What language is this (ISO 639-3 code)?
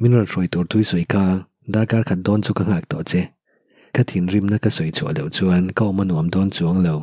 lus